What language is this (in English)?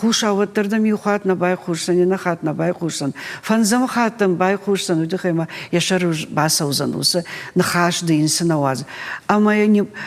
Ossetic